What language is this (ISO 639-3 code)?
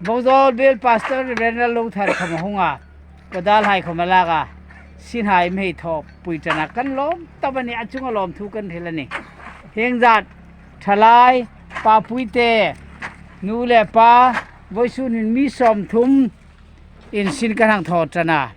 hmr